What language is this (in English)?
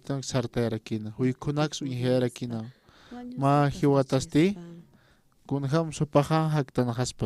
Aymara